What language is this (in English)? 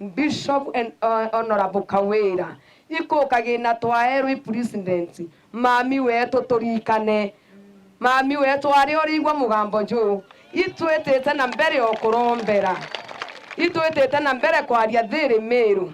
Meru